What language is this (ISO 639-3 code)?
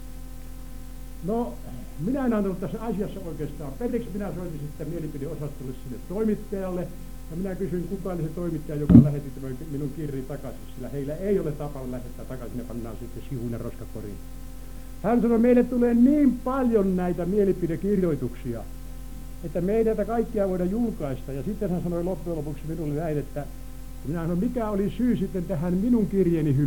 fin